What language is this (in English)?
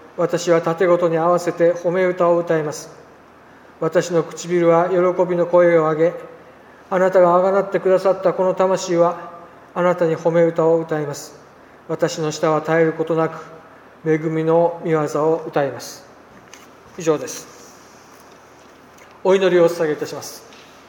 Japanese